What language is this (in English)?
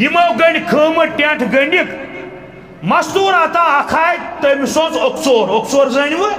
Kashmiri